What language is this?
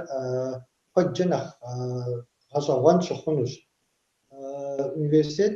Kabardian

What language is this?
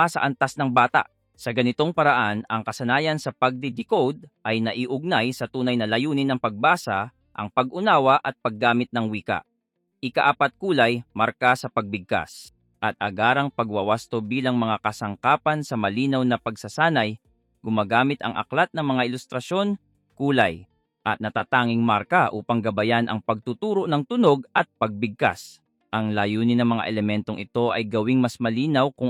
Filipino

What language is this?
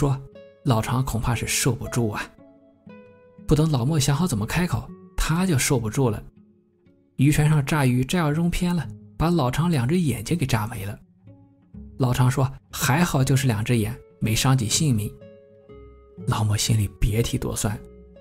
Chinese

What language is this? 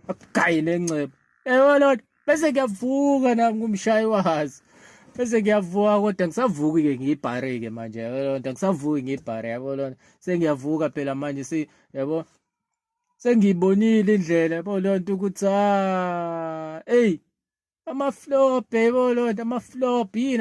Zulu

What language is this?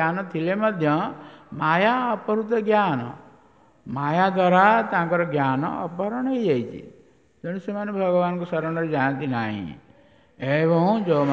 Odia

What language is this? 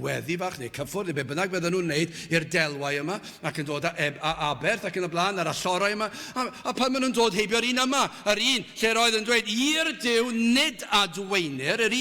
Welsh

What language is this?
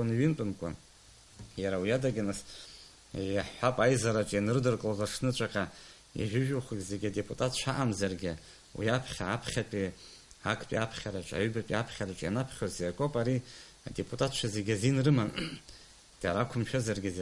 Abkhazian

